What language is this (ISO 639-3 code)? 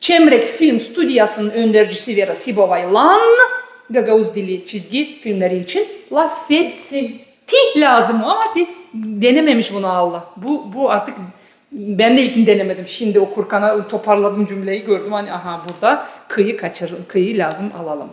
gag